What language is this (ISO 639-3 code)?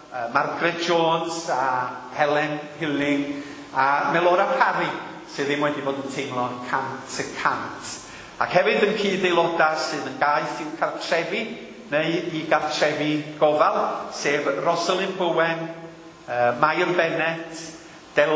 cym